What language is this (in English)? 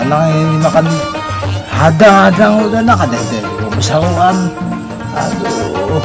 Banjar